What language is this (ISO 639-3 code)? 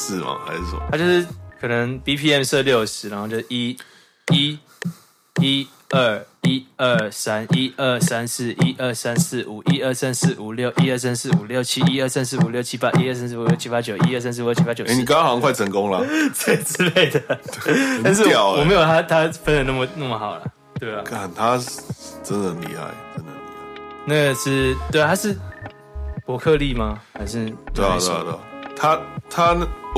zho